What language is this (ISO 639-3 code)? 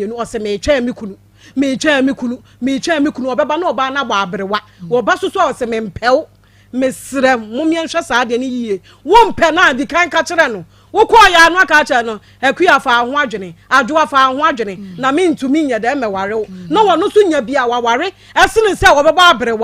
aka